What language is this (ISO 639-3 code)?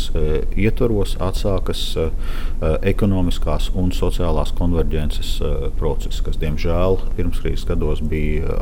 lav